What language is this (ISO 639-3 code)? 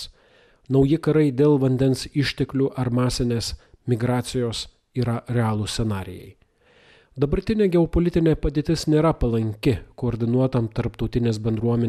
lit